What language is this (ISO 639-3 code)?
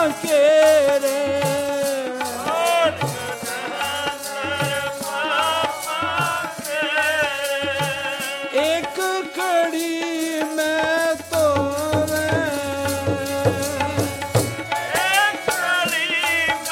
pan